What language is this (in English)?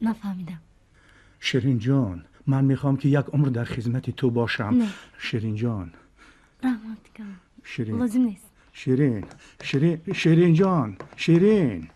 Tajik